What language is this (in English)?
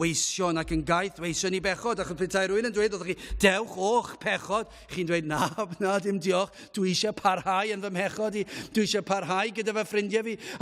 Welsh